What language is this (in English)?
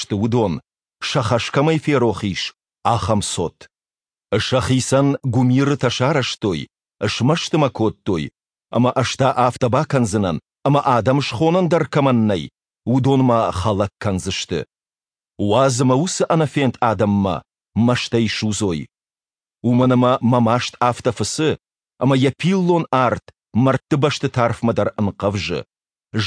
Ossetic